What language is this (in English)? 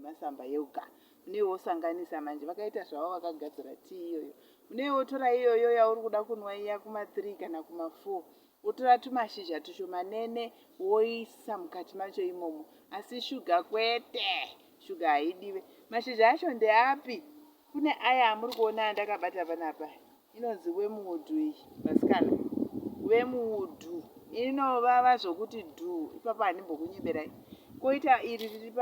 Shona